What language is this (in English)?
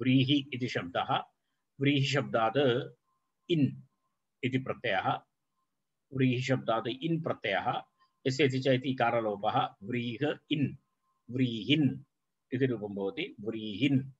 Sanskrit